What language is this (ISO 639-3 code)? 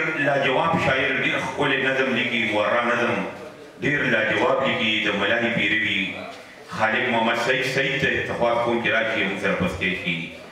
pus